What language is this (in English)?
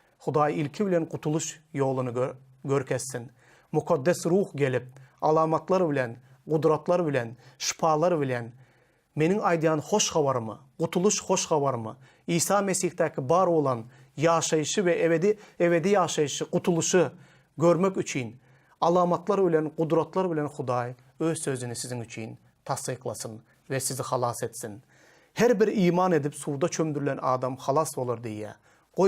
Turkmen